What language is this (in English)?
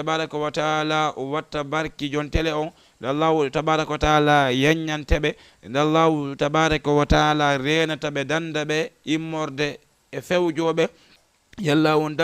Fula